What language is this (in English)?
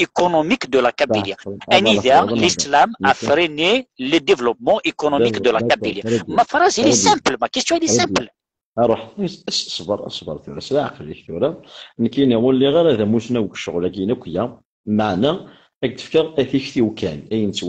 Kabyle